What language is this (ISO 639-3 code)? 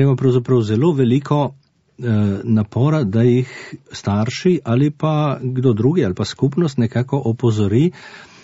slv